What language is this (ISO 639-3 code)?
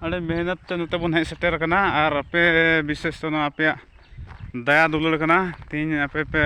sat